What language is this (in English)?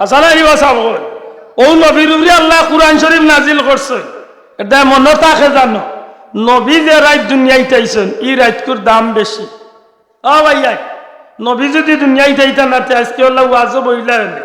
Sylheti